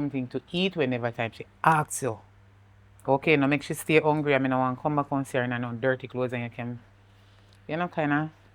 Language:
Jamaican Creole English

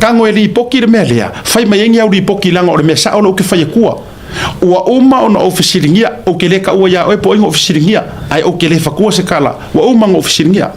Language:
Samoan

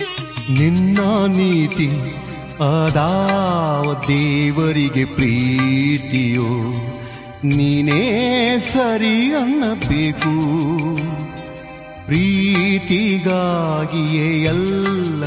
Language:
Kannada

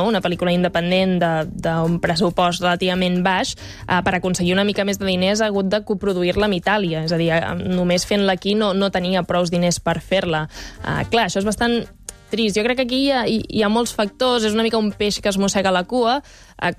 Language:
Catalan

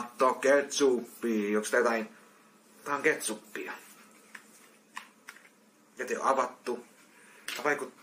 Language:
Finnish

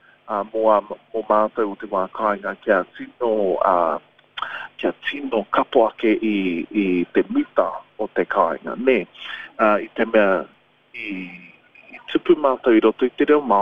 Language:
Māori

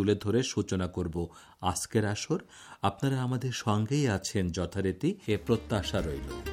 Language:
Bangla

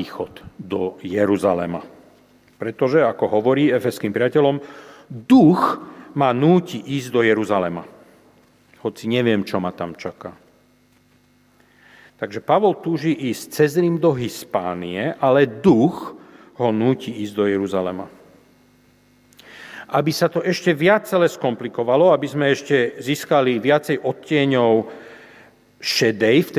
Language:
Slovak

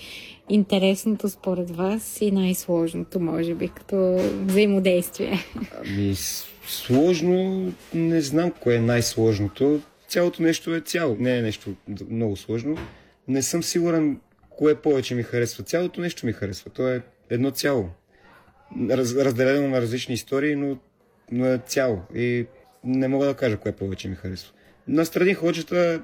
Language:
Bulgarian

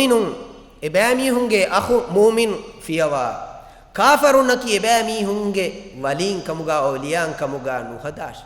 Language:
Divehi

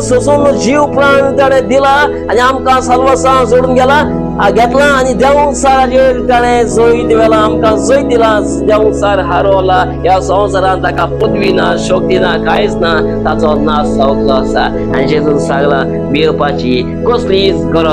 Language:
Konkani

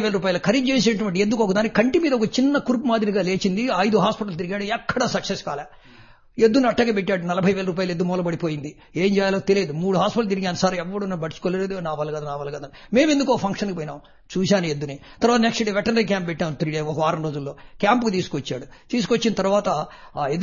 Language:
Telugu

